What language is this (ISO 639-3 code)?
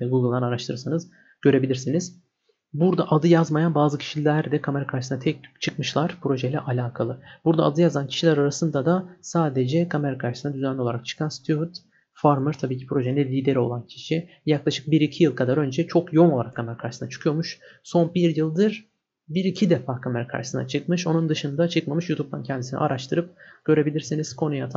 tur